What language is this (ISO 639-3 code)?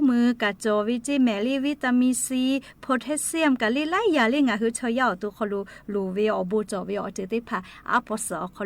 lhu